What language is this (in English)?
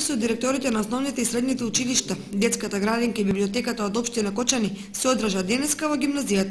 Macedonian